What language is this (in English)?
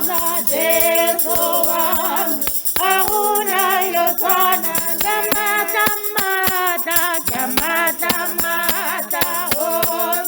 Tswana